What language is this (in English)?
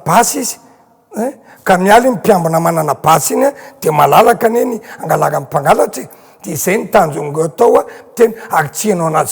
Malagasy